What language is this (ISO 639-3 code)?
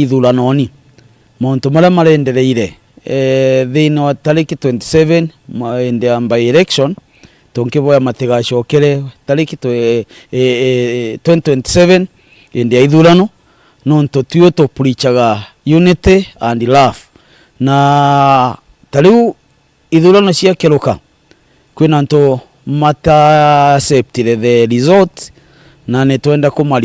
mer